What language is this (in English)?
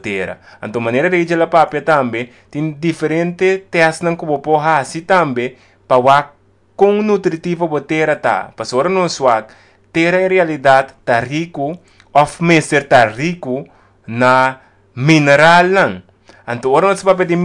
Papiamento